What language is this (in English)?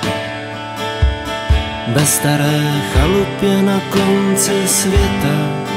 Czech